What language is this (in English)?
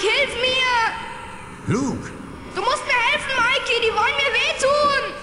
Bavarian